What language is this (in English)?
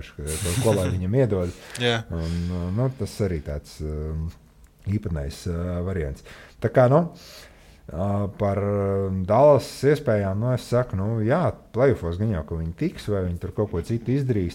Latvian